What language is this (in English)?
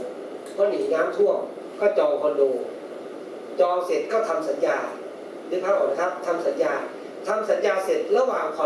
Thai